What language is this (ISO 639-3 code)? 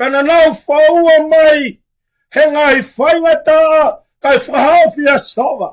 ton